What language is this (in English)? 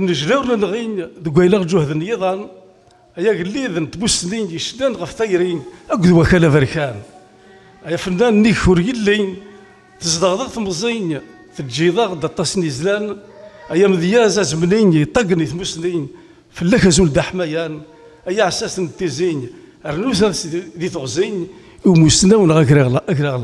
Kabyle